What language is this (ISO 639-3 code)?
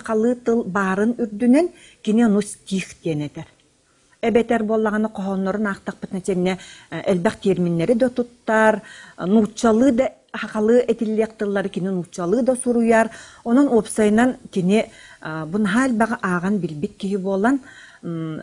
sah